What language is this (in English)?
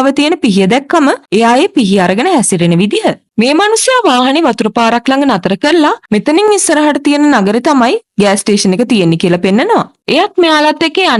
Sinhala